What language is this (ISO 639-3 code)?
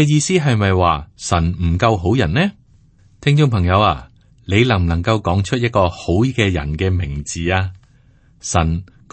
yue